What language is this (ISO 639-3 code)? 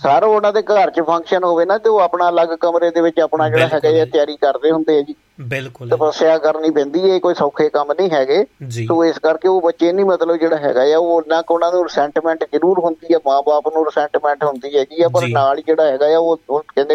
pan